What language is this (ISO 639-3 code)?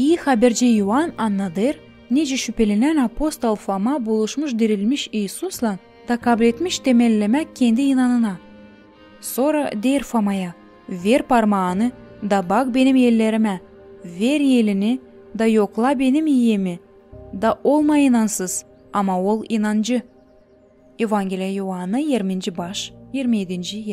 gag